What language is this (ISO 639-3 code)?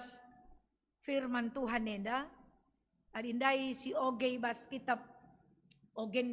btx